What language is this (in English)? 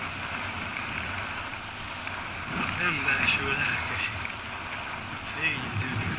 Hungarian